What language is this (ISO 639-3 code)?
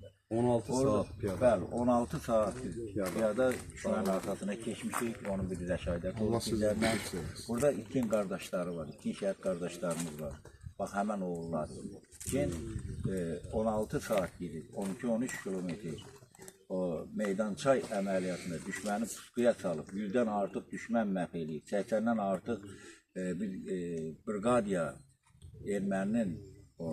aze